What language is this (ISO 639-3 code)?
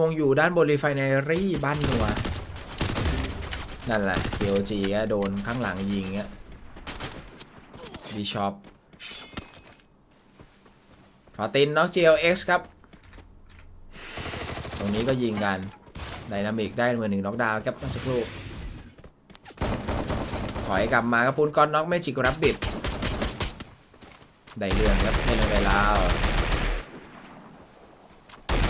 tha